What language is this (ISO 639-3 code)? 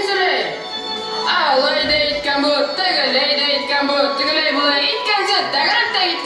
bak